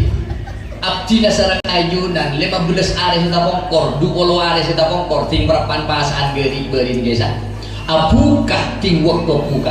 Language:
Madurese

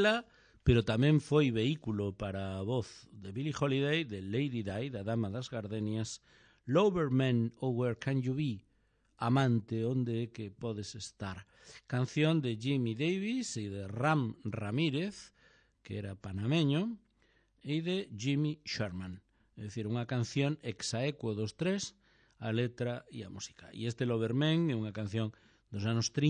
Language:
Galician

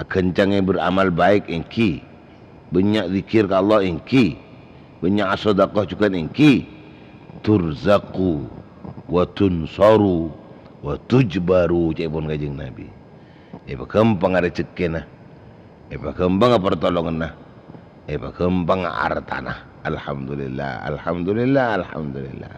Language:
Madurese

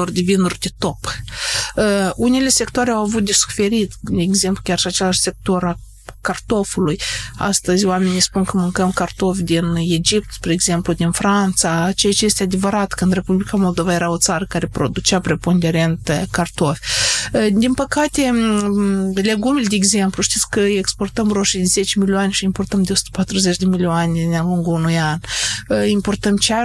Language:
Romanian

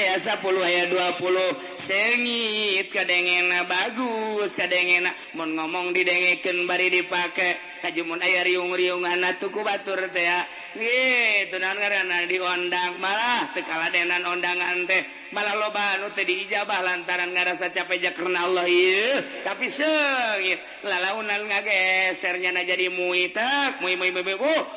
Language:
Sundanese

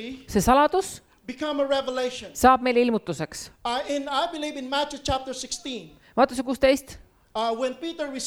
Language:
Estonian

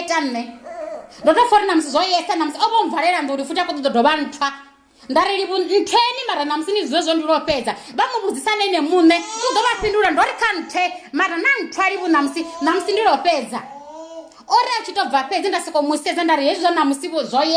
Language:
Venda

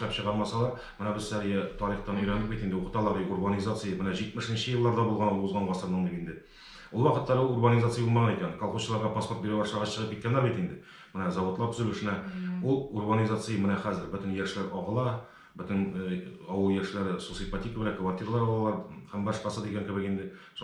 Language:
Tatar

